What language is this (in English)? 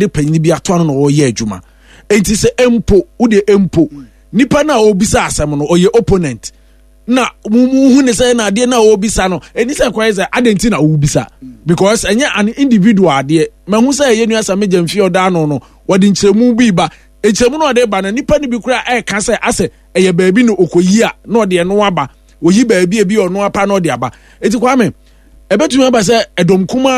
Akan